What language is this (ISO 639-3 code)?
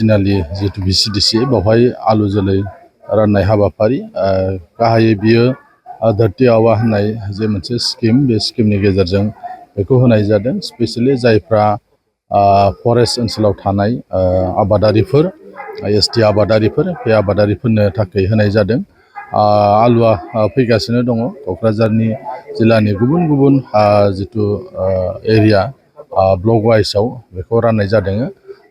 brx